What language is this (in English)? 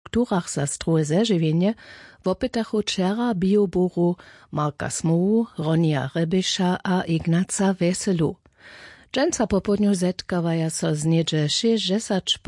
Upper Sorbian